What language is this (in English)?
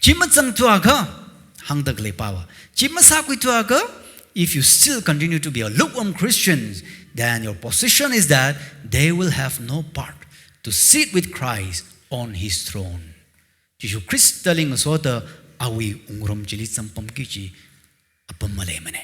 Tangkhul Naga (India)